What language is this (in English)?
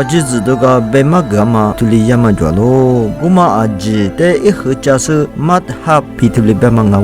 Lisu